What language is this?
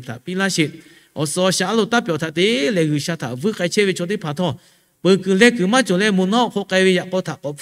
Lahu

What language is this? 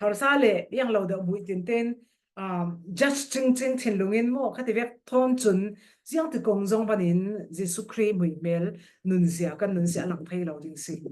Falam Chin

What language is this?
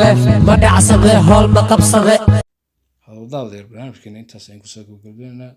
Somali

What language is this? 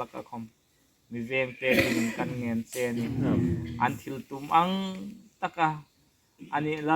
Hmar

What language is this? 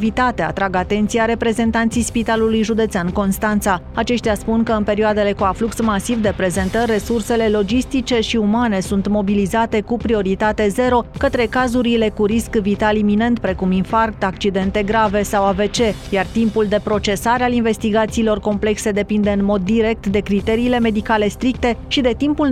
Romanian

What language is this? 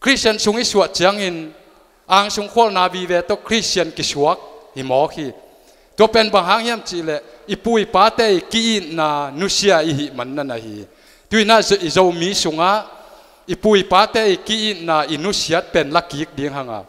Tedim Chin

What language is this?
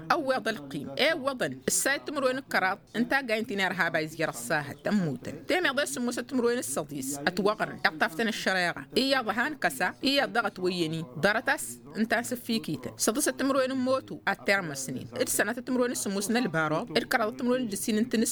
Tamasheq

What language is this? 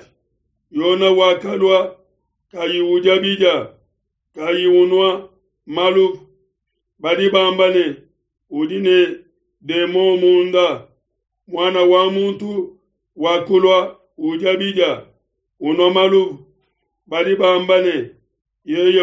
Luba-Lulua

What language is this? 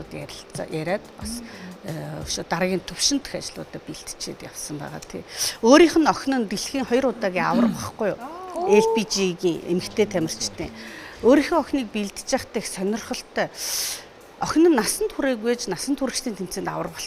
Mongolian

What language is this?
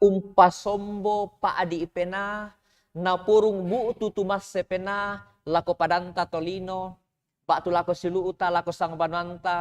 Toraja-Sa'dan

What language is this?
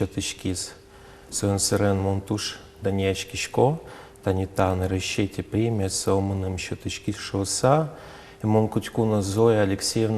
Udmurt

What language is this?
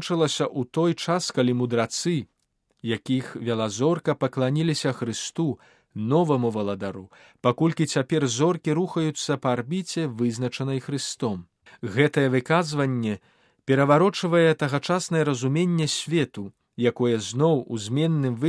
Belarusian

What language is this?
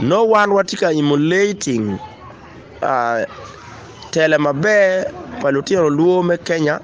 Acoli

